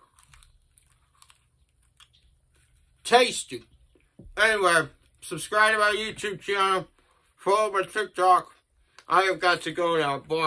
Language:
English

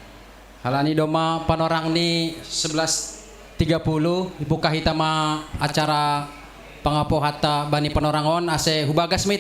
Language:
Batak Simalungun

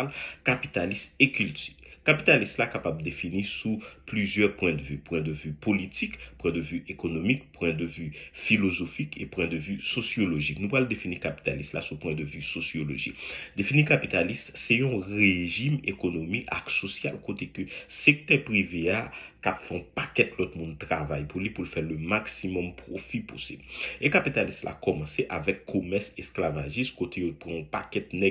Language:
Haitian Creole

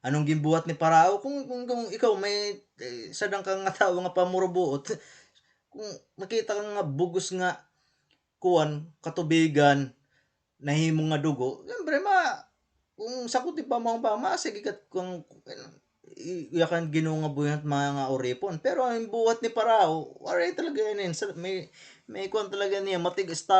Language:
Waray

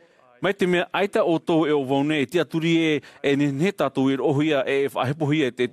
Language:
Tahitian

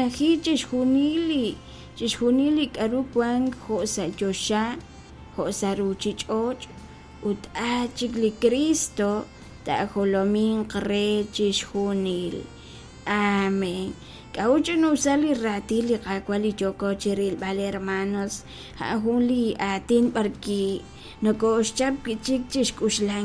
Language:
Kekchí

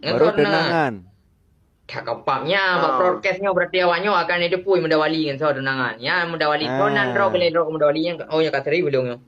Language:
Achinese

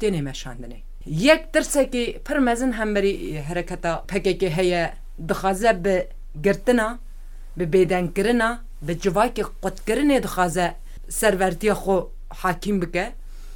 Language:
Kurdish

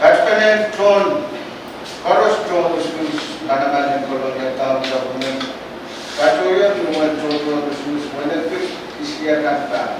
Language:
Pohnpeian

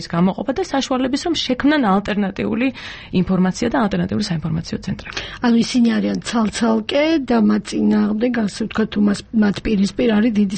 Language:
Georgian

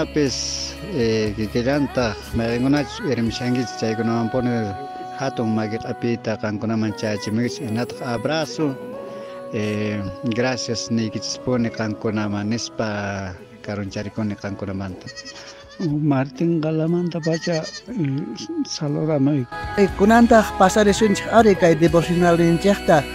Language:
South Bolivian Quechua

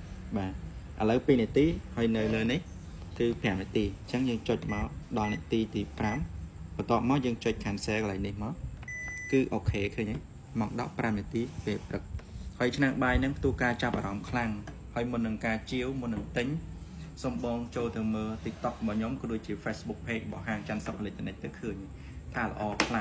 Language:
Khmer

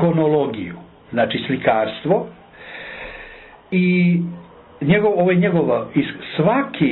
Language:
Croatian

